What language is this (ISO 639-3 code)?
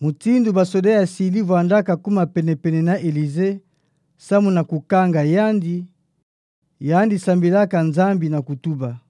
ktu